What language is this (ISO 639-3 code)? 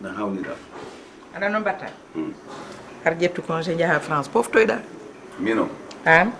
ful